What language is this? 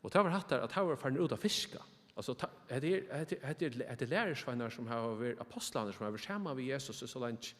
Faroese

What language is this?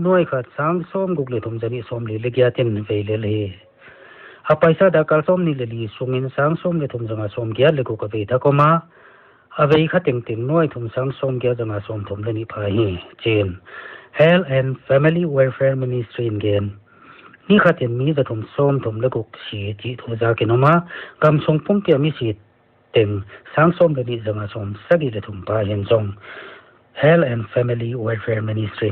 Paite Chin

